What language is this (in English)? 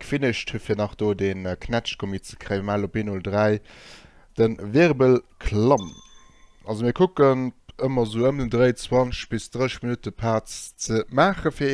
Luxembourgish